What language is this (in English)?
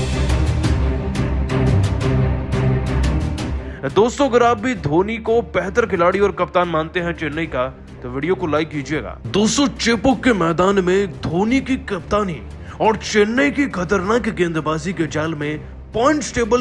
Hindi